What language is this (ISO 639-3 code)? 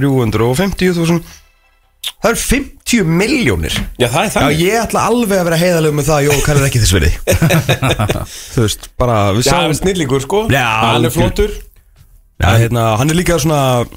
isl